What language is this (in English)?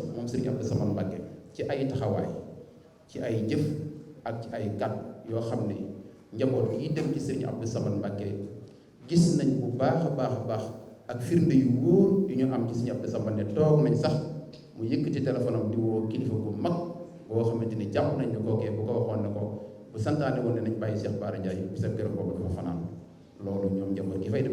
Wolof